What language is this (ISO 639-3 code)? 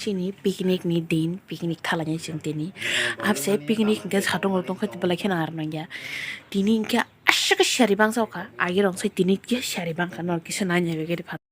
trp